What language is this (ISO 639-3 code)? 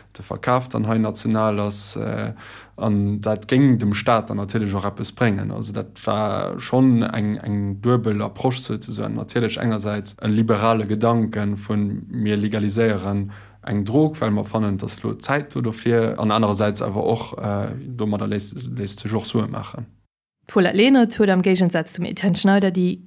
ltz